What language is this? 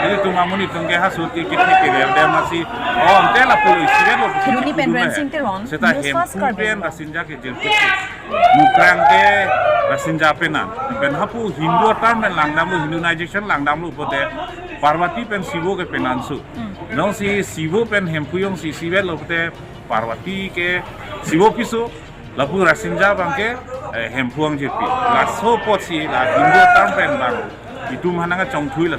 Karbi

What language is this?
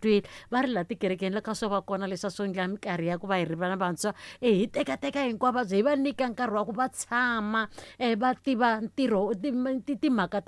Tsonga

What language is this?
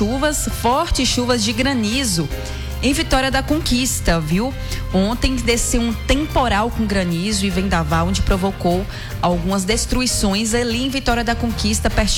Portuguese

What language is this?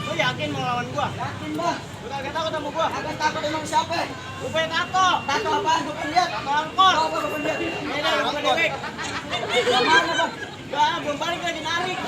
Betawi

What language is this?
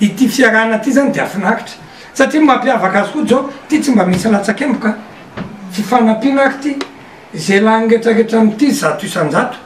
Malagasy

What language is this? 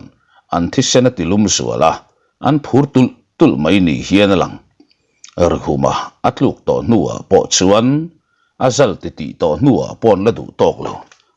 Mizo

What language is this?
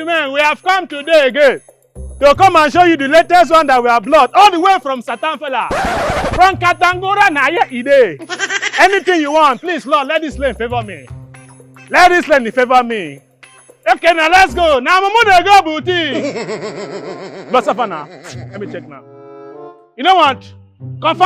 Nigerian Pidgin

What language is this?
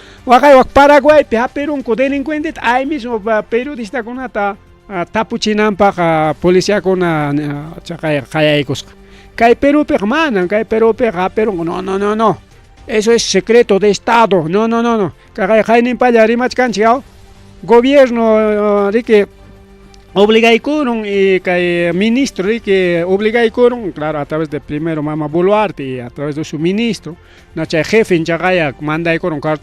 Ayacucho Quechua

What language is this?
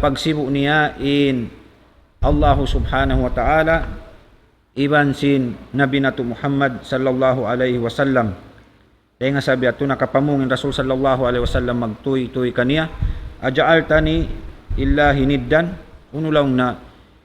Tausug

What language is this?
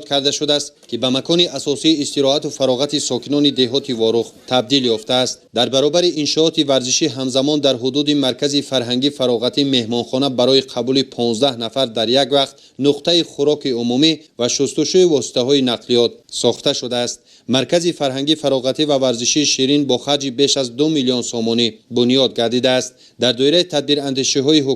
Tajik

